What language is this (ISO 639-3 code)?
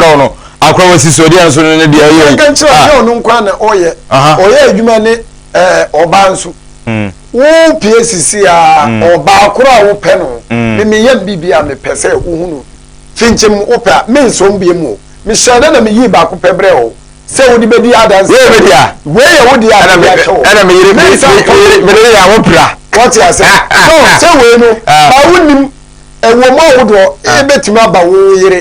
aka